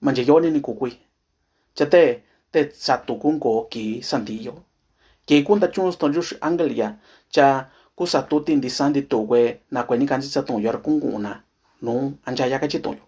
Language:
Mixtepec Mixtec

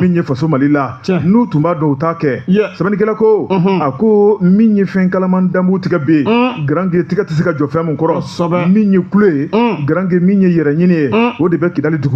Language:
Bambara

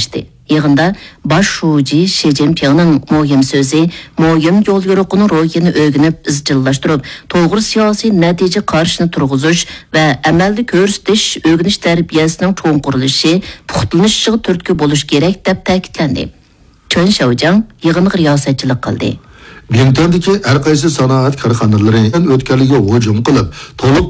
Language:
Uyghur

